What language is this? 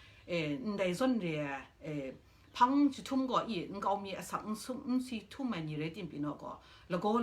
Kachin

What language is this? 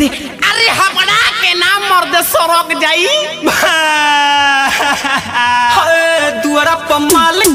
Bhojpuri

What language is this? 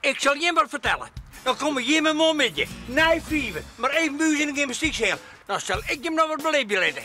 Western Frisian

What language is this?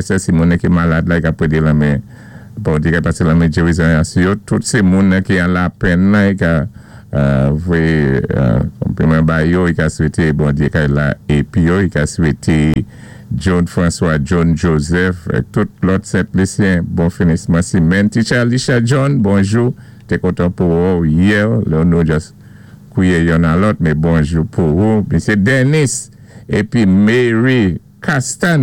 Saint Lucian Creole French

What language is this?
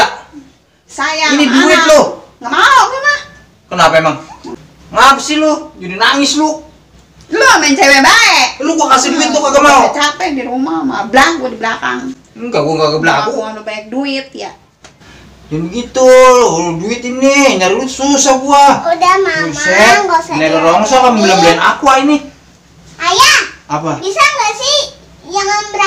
Betawi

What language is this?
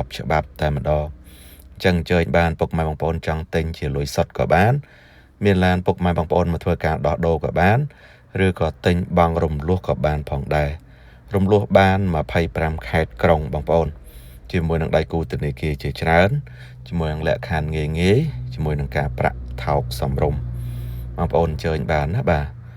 Khmer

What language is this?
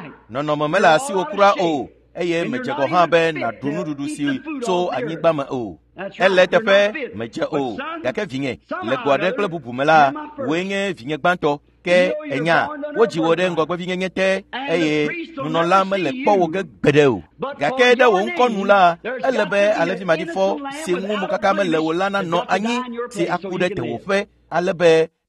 Ewe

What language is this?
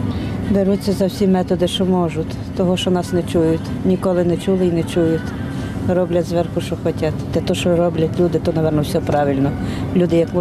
Ukrainian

